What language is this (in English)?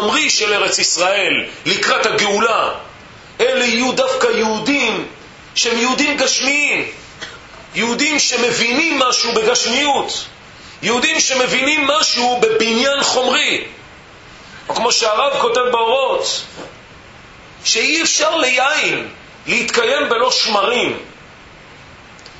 Hebrew